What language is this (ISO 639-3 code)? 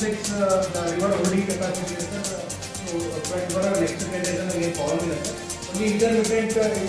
kan